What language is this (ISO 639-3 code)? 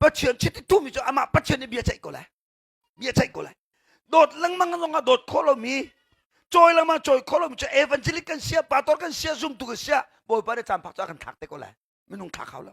cnh